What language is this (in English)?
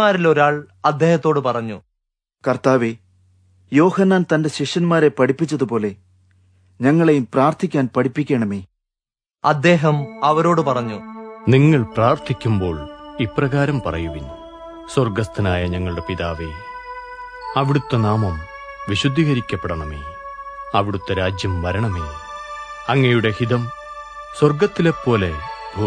Malayalam